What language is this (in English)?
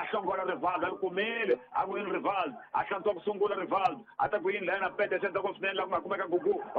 Tsonga